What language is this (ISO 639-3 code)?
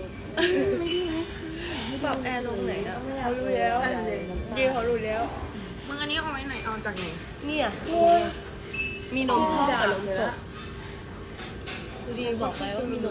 tha